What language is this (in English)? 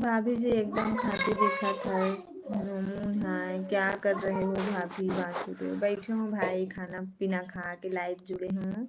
Chhattisgarhi